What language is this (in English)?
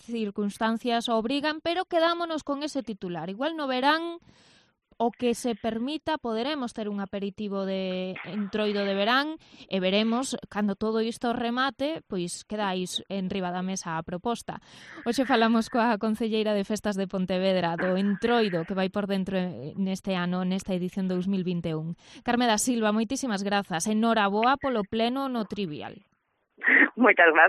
Galician